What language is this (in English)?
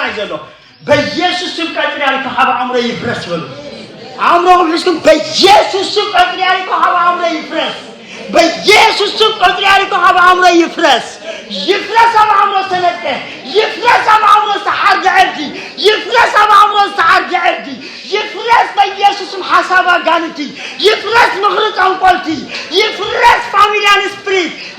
Tigrinya